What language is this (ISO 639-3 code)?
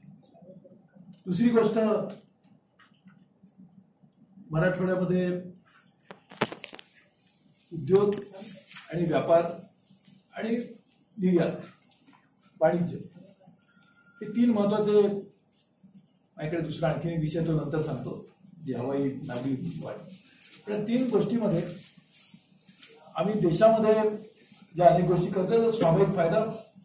mar